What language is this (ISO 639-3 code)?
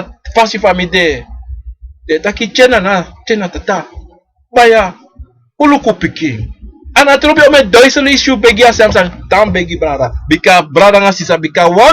srn